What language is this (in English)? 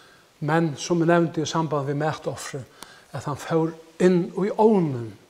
Faroese